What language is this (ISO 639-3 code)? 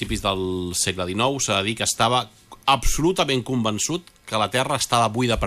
cat